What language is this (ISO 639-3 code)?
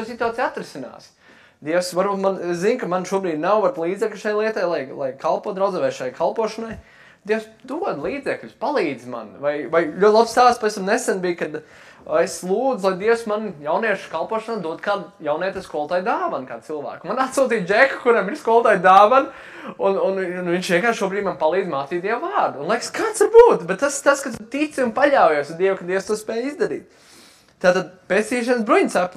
lav